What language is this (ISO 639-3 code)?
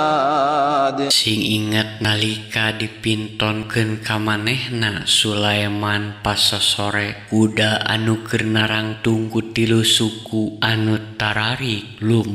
sun